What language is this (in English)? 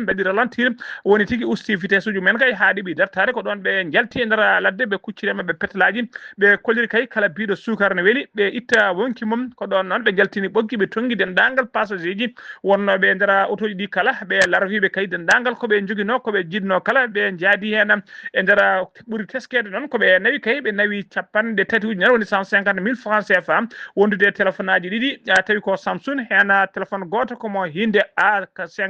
Fula